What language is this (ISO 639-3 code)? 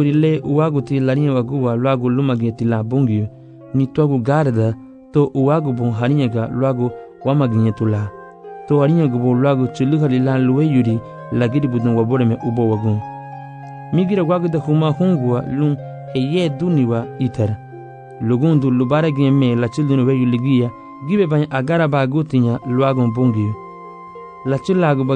cab